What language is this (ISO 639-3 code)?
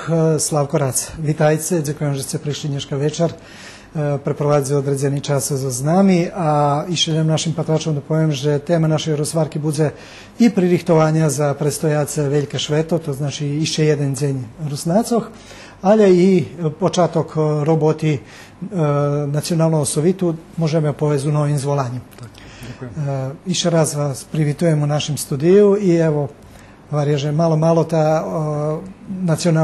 rue